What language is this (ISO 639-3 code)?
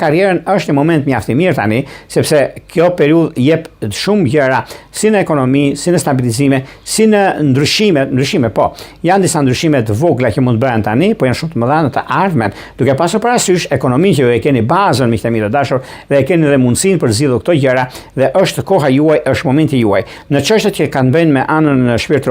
sqi